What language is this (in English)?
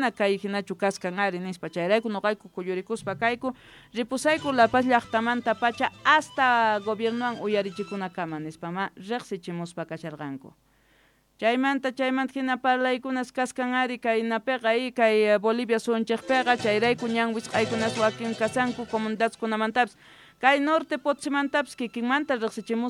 Quechua